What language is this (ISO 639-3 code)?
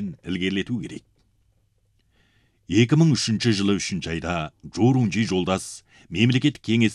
kaz